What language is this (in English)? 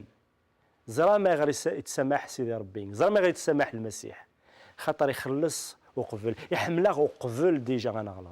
Kabyle